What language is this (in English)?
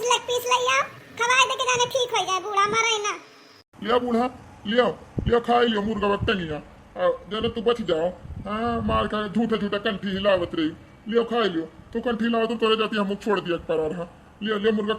Awadhi